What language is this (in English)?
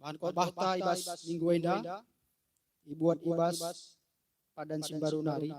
Batak Karo